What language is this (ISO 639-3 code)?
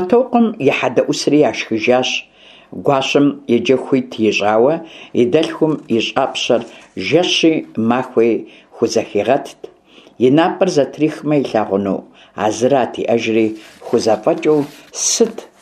kbd